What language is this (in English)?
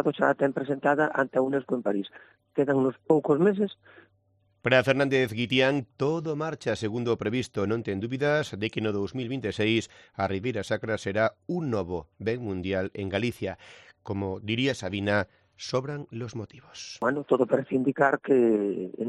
Galician